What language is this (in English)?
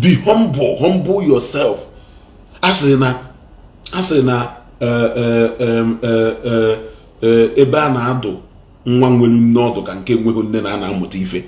Igbo